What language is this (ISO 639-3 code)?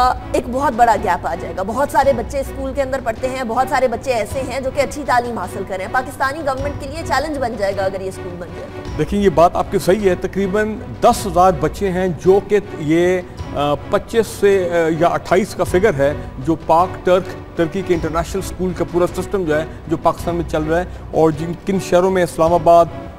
urd